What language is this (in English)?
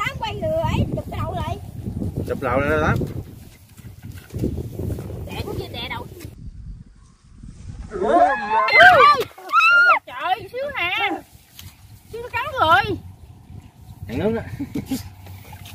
Vietnamese